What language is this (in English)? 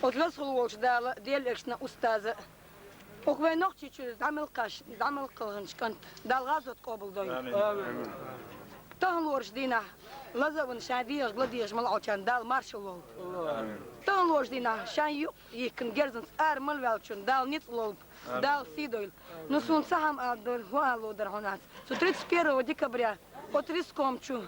Chechen